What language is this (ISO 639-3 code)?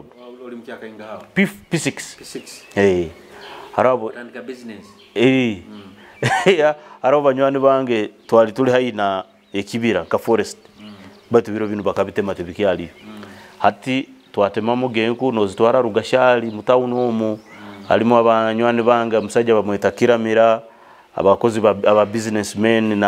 nyo